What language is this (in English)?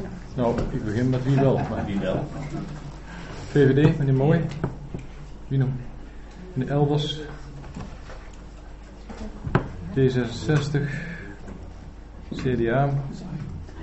Dutch